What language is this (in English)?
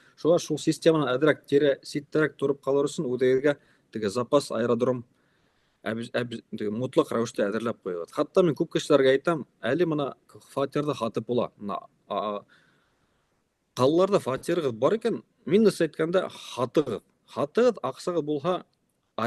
Bashkir